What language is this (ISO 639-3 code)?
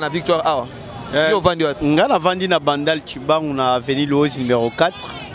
lin